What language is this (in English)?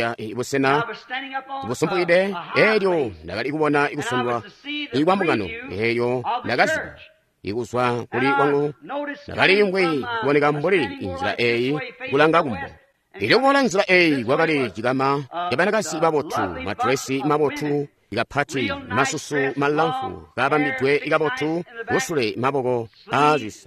Tonga (Zambia)